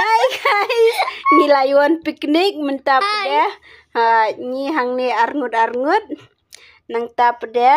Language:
Khasi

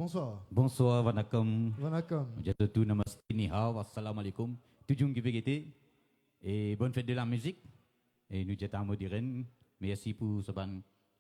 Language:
Morisyen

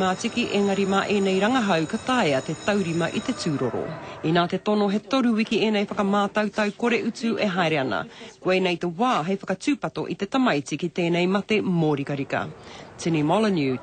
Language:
Māori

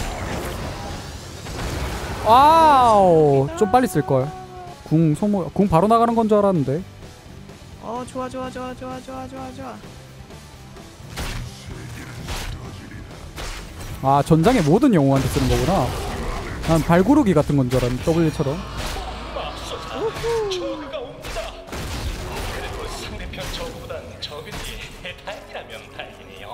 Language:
Korean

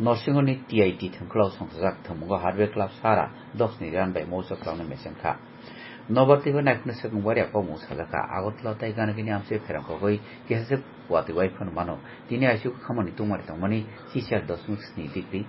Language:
Kok Borok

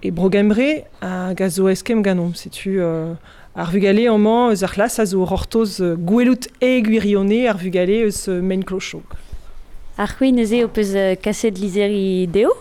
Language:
Breton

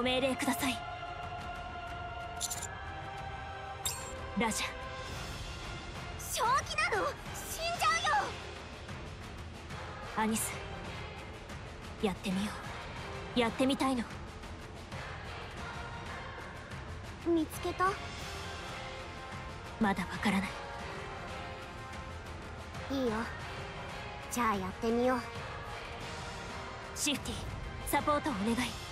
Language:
Japanese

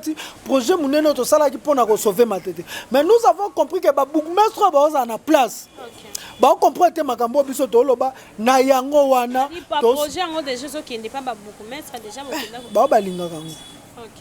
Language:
Lingala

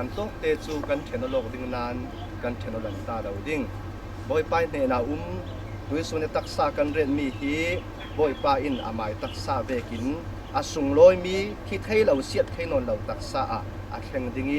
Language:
Falam Chin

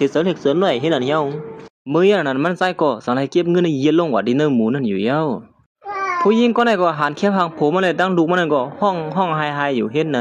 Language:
Shan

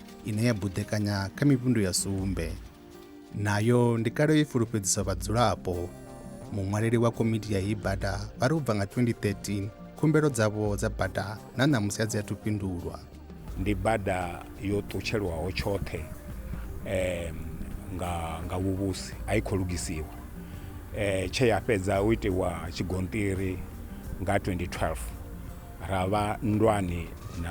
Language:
Venda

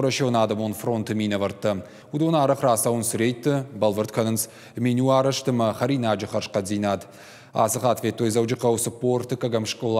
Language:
Ossetic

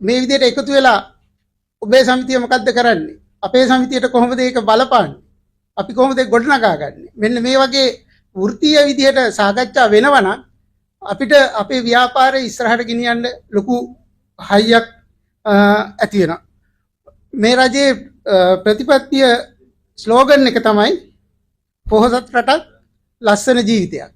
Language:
Sinhala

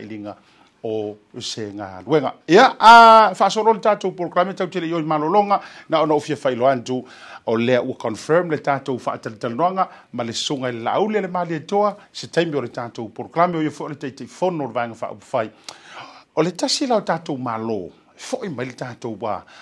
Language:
Samoan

